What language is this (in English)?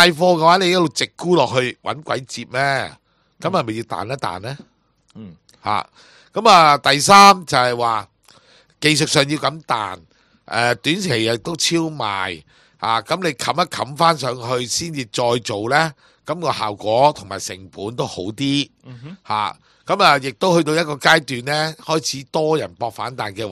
Cantonese